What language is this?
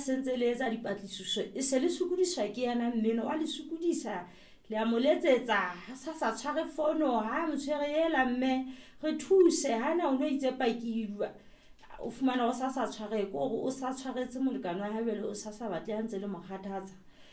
Southern Sotho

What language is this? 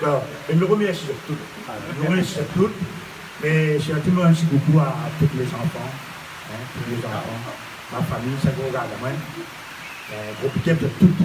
Réunion Creole French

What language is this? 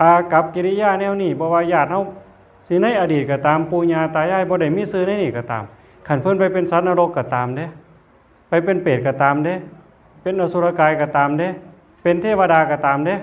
Northeastern Thai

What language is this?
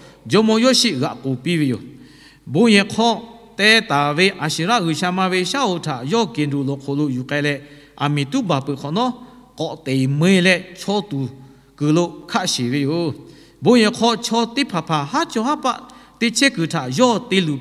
Lahu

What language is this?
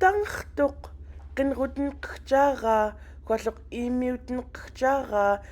Central Yupik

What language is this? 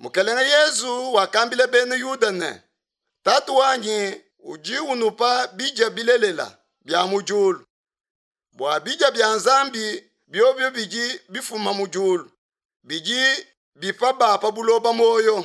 Luba-Lulua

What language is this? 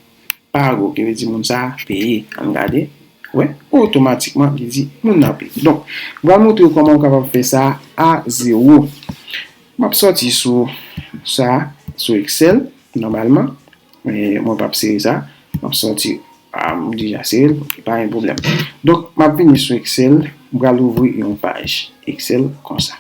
Haitian Creole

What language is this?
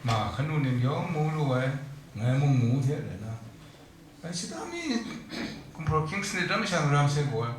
Kachin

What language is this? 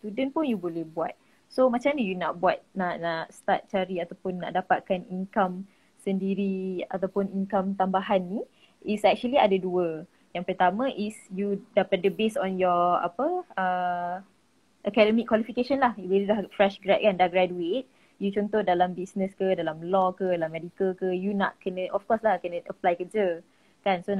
Malay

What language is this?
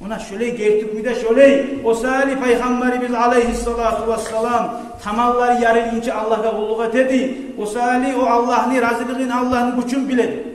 Kumyk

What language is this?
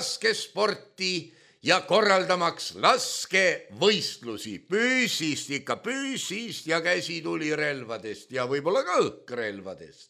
Estonian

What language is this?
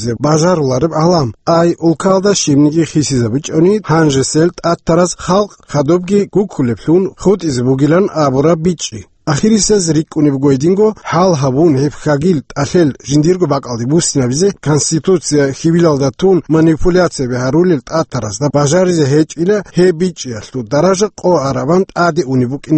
Avaric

